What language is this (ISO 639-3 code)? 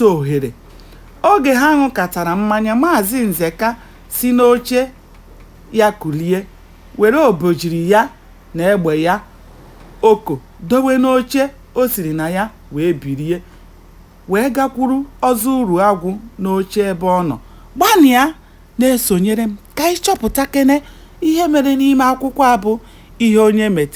ibo